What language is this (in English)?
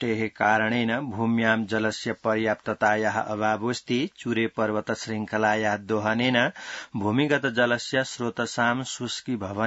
Sanskrit